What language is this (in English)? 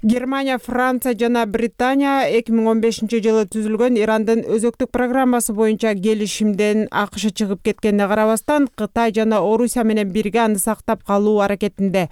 Kyrgyz